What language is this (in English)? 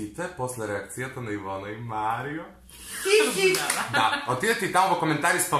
Macedonian